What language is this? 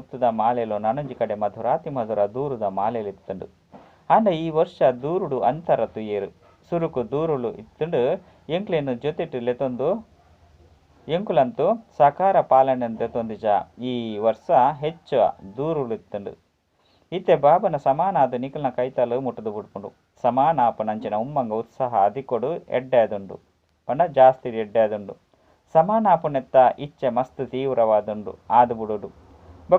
Tulu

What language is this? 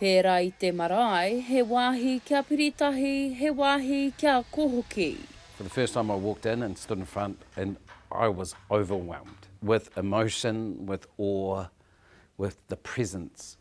Māori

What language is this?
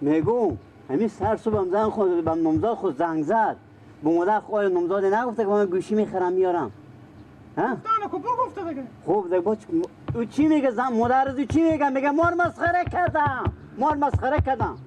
Persian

